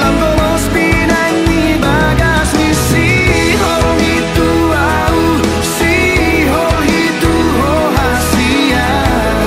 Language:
Batak Toba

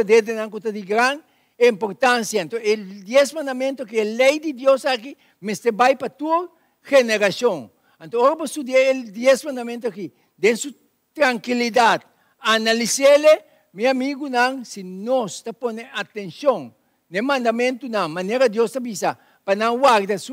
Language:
Papiamento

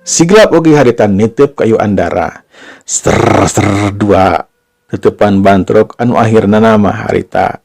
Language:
Sundanese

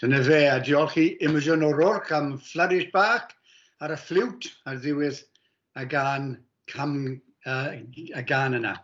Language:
Welsh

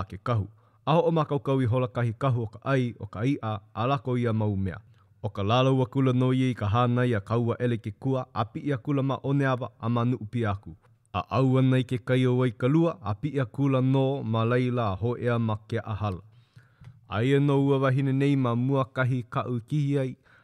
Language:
Hawaiian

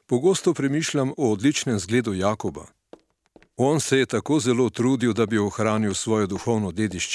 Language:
Slovenian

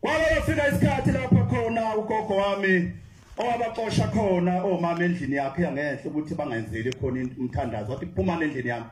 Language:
Zulu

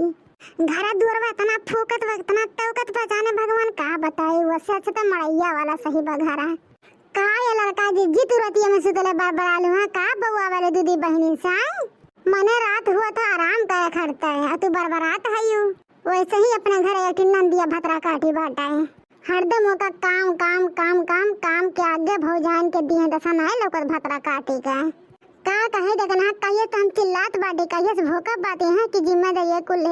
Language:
Awadhi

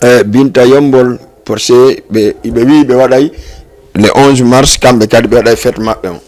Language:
Fula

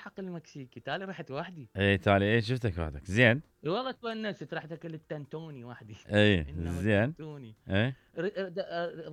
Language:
Mesopotamian Arabic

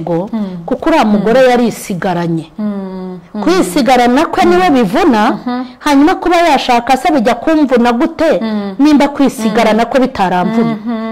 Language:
Kinyarwanda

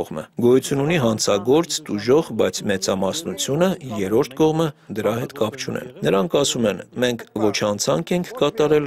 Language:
Armenian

